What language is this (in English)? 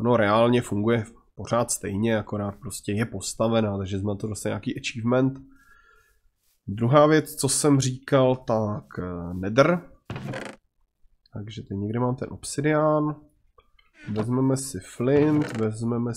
Czech